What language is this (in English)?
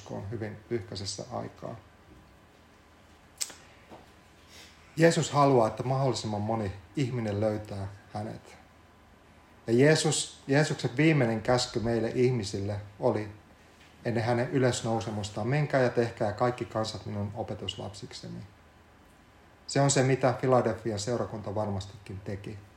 Finnish